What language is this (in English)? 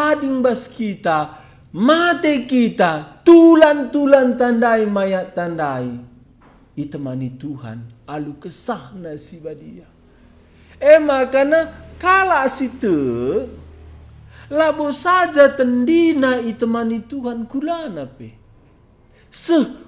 Batak Karo